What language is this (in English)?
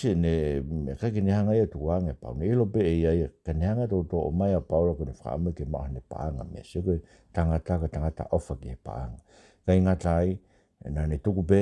Tongan